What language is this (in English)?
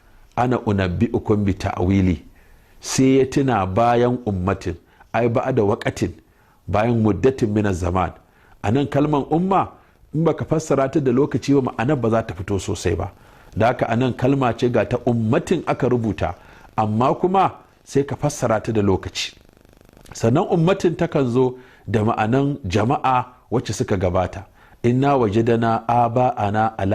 Hausa